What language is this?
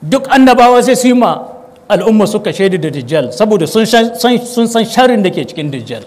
Hausa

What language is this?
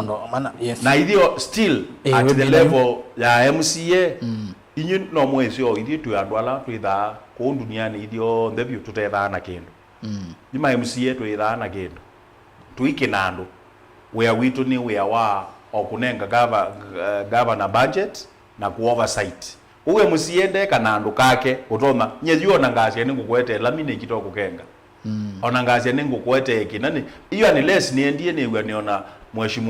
Kamba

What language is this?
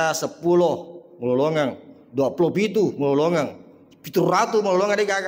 Buginese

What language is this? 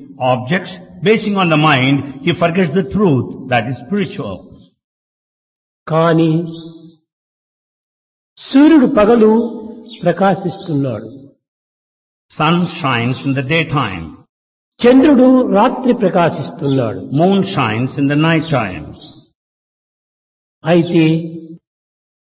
Telugu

